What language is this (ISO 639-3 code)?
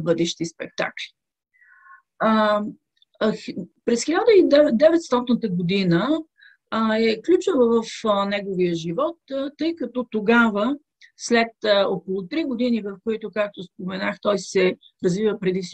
bul